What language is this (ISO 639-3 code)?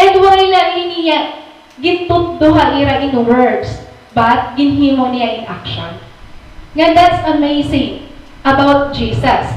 war